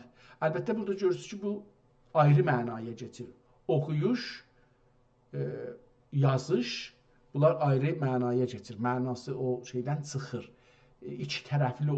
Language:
South Azerbaijani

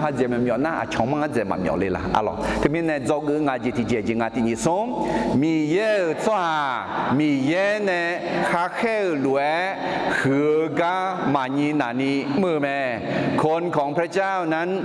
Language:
Akha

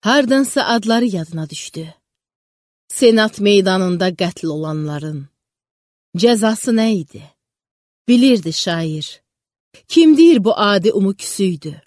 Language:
Azerbaijani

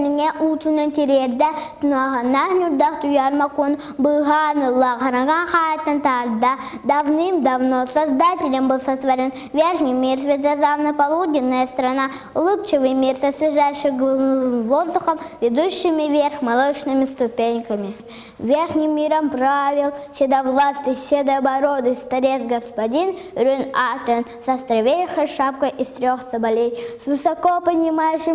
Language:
Yakut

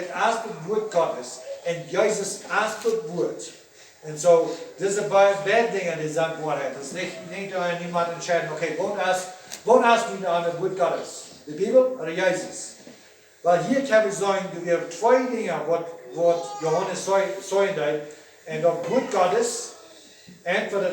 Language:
Plautdietsch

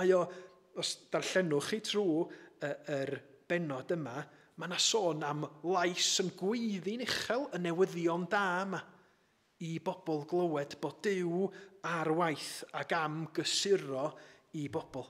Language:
Welsh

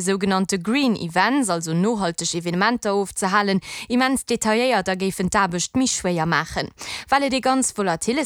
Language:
Luxembourgish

